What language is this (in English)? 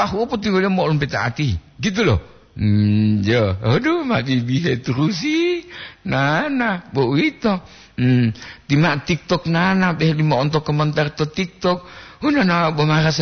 Gorontalo